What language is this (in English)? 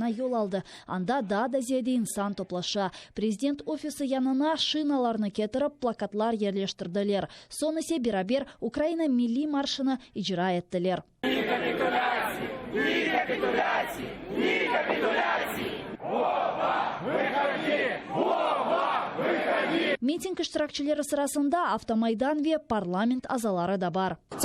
Crimean Tatar